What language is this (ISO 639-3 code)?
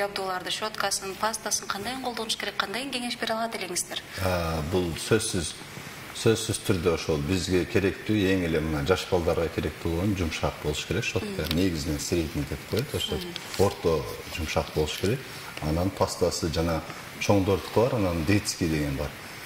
kir